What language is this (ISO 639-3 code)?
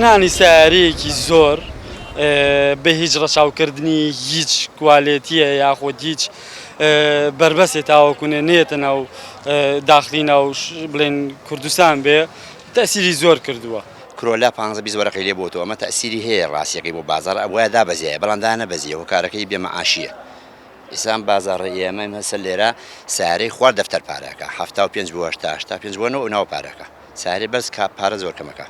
ckb